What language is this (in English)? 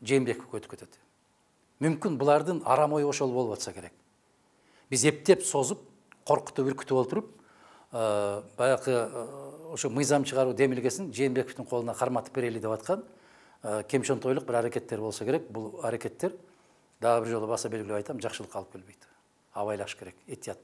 Kyrgyz